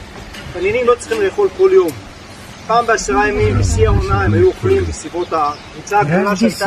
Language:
Hebrew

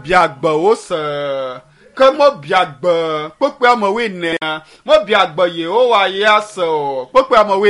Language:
Ewe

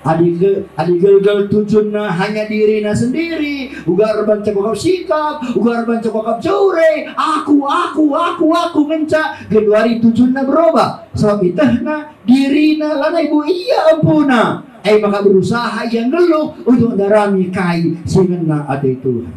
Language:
Batak Karo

